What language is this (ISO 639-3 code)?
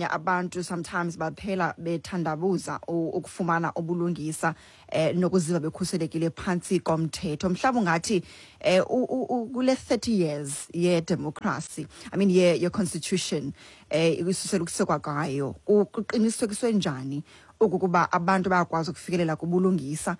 xho